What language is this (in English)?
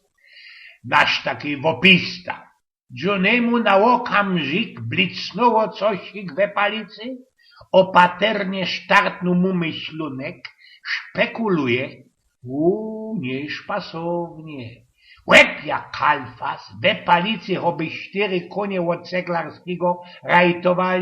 Silesian